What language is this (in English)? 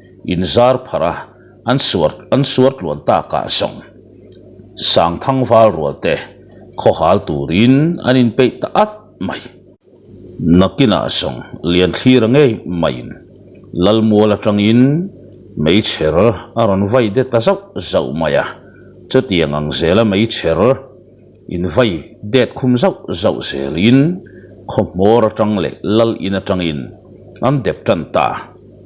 Mizo